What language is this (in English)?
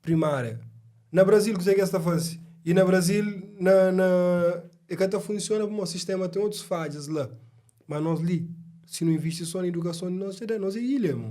Kabuverdianu